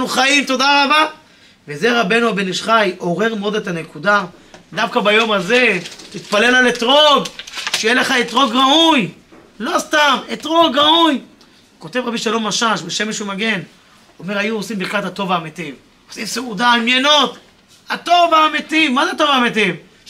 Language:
Hebrew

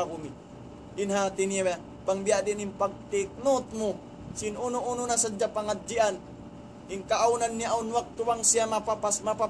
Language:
Tausug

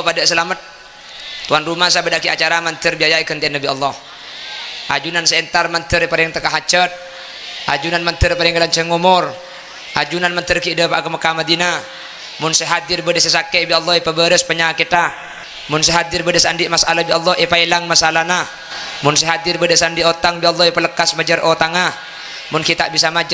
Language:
Madurese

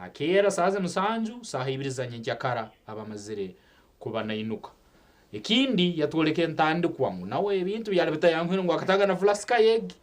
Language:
Nyankole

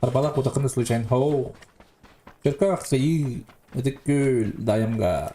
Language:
Yakut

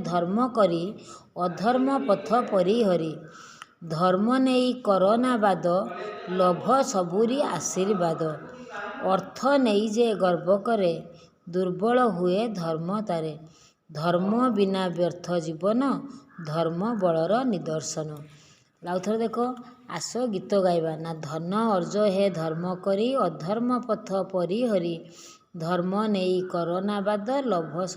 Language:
Odia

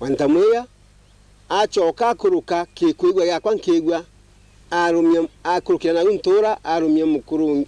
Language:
Meru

